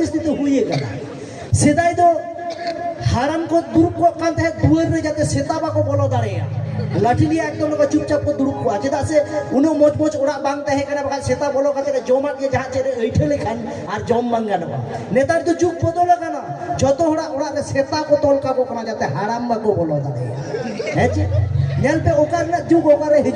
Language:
Santali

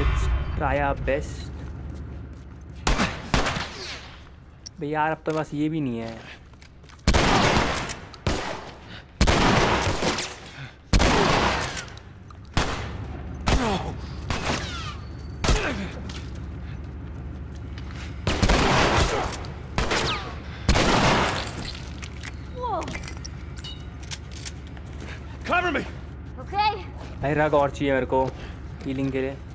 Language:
Hindi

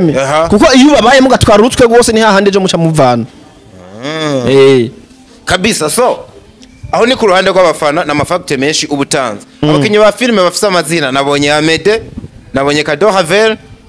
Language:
Rundi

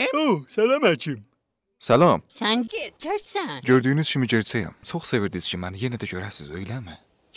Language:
South Azerbaijani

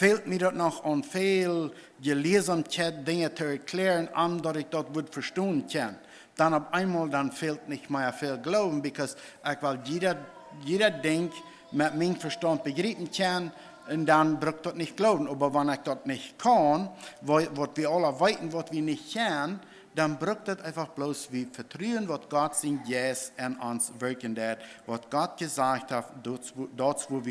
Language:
Plautdietsch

